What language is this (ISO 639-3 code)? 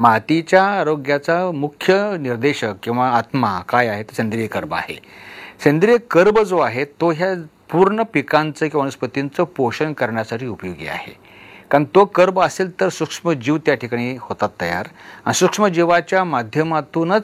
mar